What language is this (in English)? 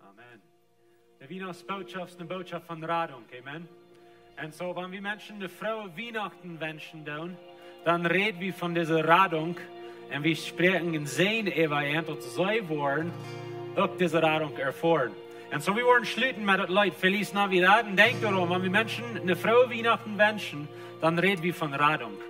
Plautdietsch